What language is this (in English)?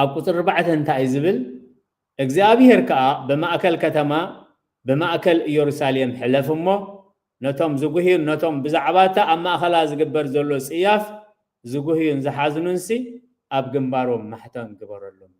Tigrinya